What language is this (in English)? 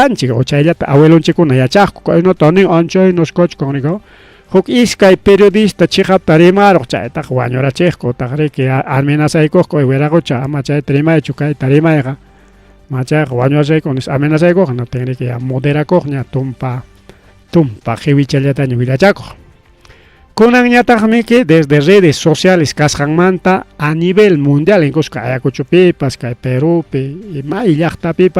Ayacucho Quechua